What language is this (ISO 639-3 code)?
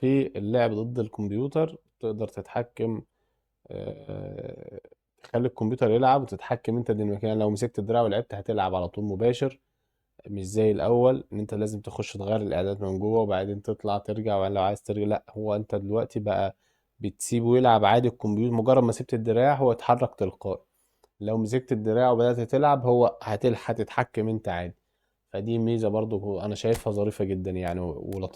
arz